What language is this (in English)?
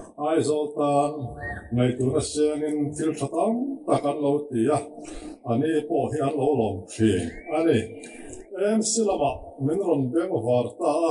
Mizo